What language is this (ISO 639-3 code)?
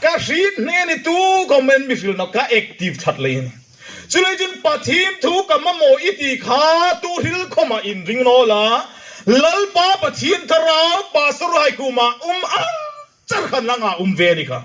hmr